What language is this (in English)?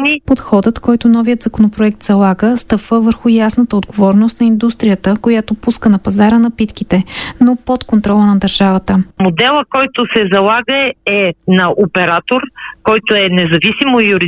Bulgarian